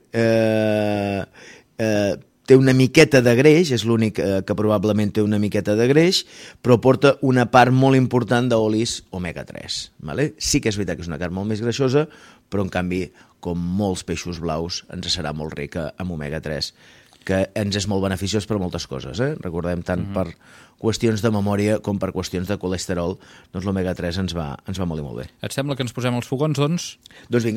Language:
Catalan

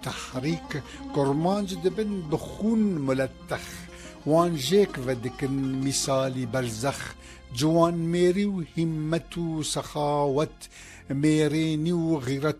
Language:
Kurdish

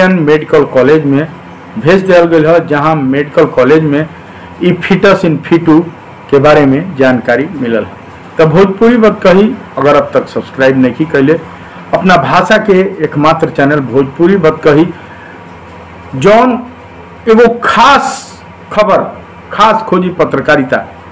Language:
Bhojpuri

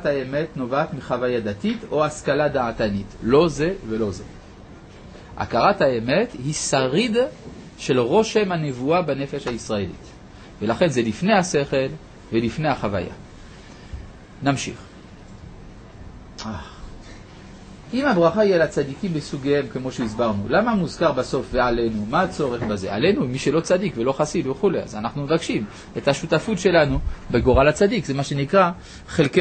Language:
Hebrew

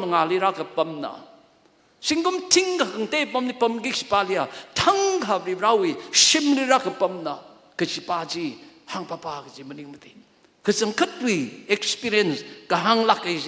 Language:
Tangkhul Naga (India)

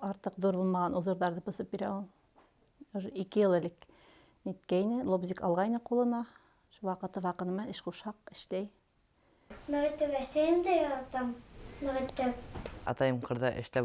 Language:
Bashkir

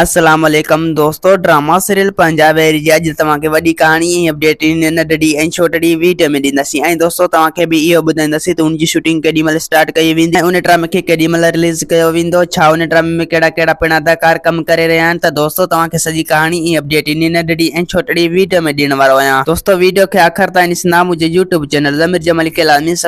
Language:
Sindhi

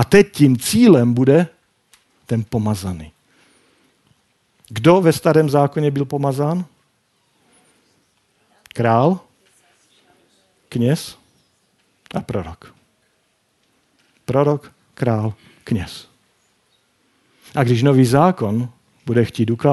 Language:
Czech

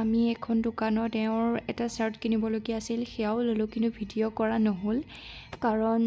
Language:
Assamese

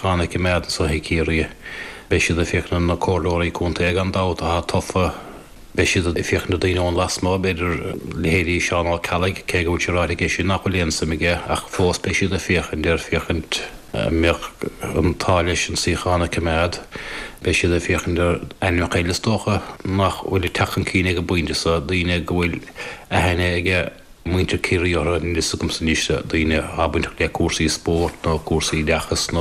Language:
Irish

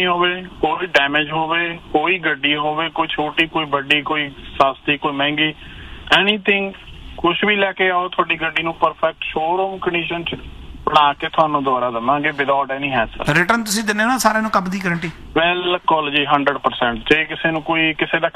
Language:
Punjabi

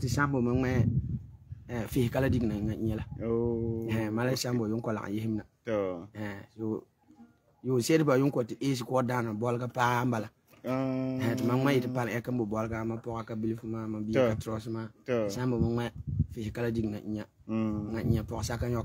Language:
Frafra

